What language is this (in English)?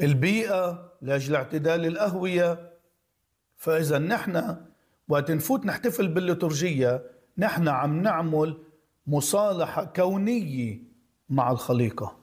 North Levantine Arabic